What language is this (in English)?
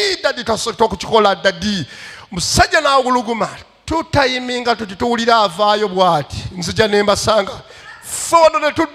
Ganda